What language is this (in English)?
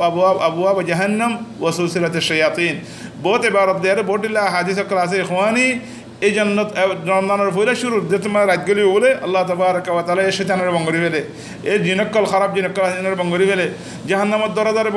Rohingya